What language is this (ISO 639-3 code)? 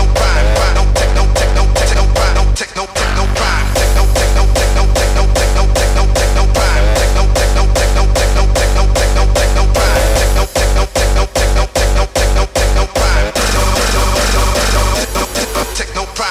eng